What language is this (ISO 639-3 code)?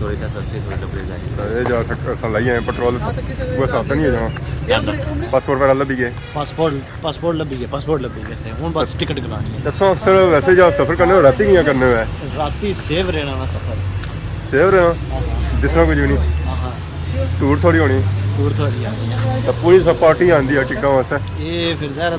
phr